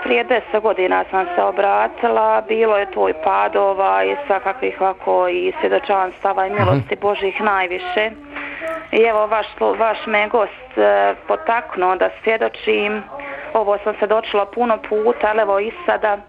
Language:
Bosnian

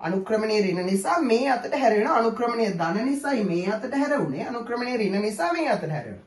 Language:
Sinhala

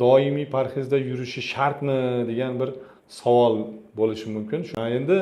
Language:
Uzbek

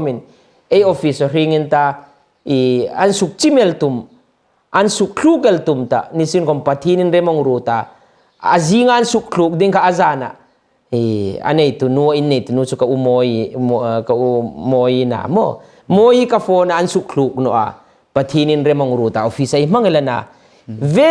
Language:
Hmar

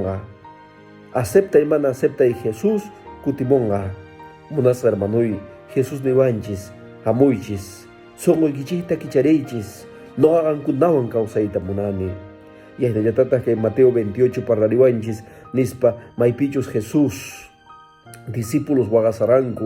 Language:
Quechua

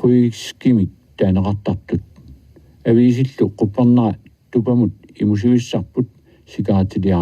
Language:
Kalaallisut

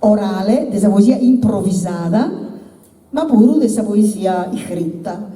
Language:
Sardinian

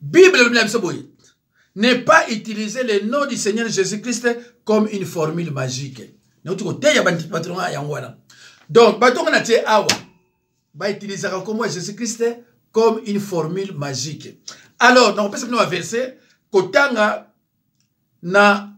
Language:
Lingala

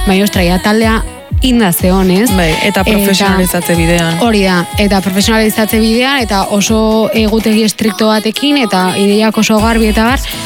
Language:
Basque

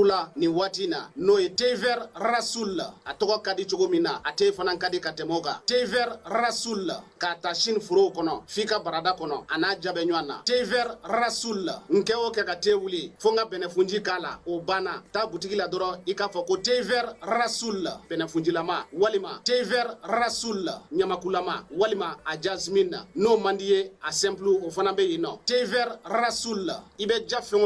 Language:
Bambara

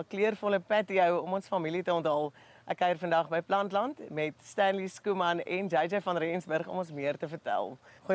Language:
Afrikaans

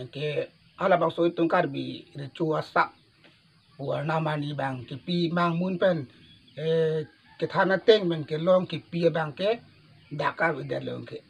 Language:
Karbi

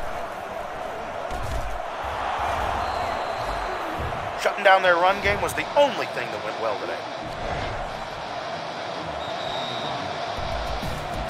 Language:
English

